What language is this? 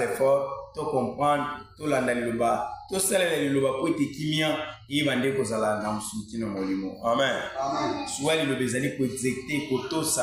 Lingala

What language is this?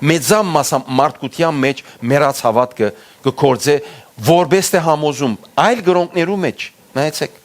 Western Armenian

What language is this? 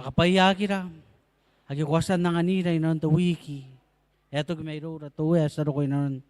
Gilbertese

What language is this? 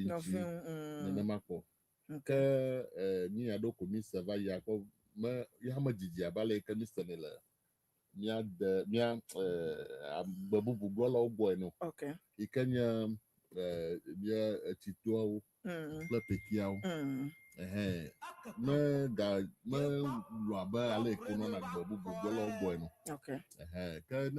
Ewe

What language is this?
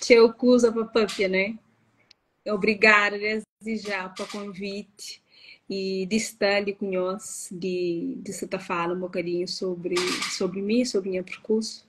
Kabuverdianu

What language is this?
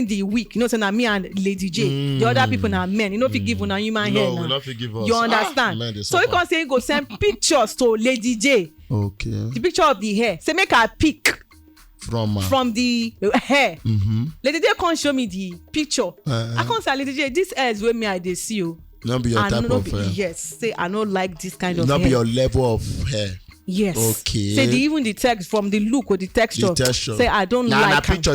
Nigerian Pidgin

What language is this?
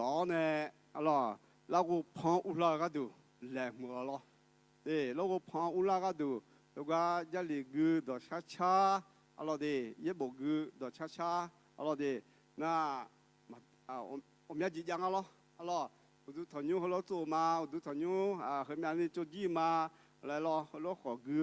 Akha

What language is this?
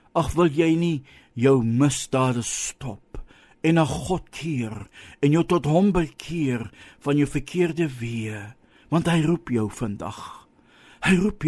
Afrikaans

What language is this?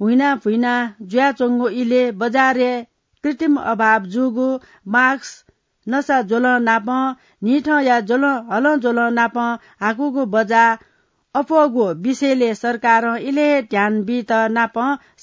Newari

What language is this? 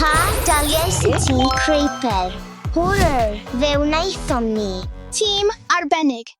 Welsh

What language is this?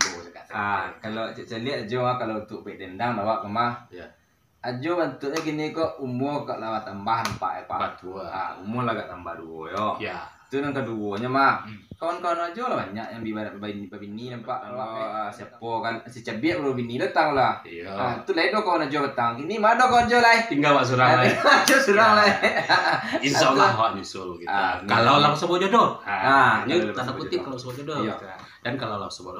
Minangkabau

